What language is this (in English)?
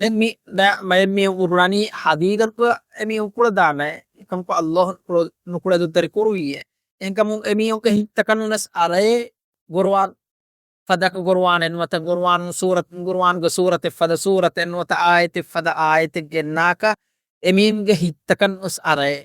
Divehi